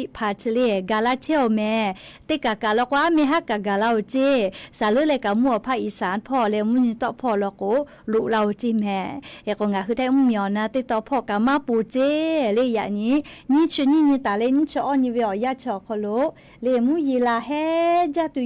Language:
Lahu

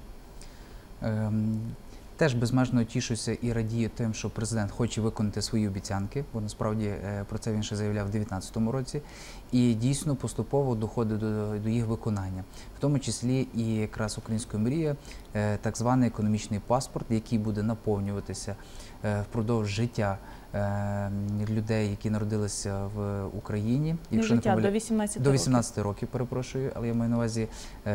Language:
Ukrainian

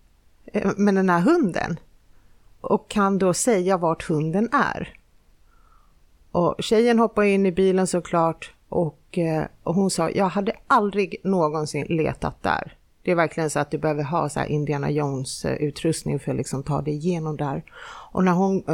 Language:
Swedish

